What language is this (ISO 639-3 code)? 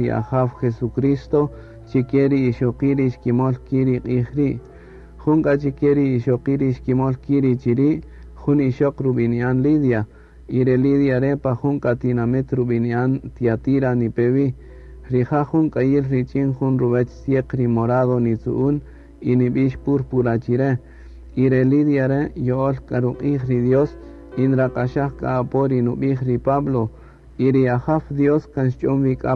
cak